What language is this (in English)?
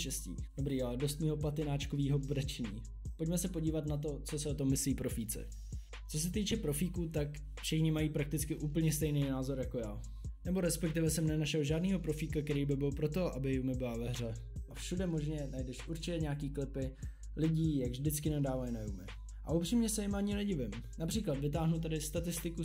Czech